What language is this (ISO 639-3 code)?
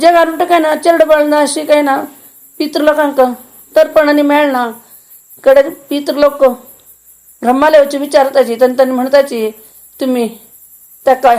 kok